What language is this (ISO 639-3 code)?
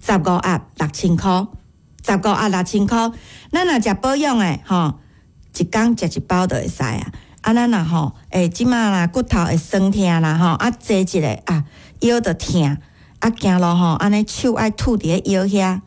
nan